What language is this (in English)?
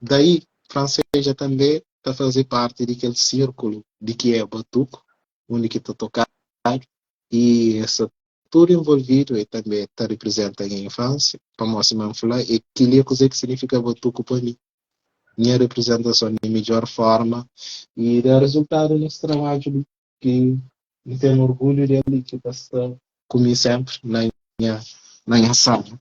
Kabuverdianu